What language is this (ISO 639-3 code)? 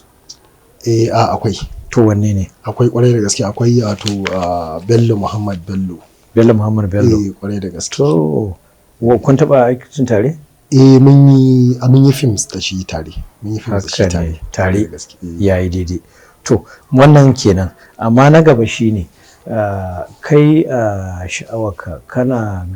hau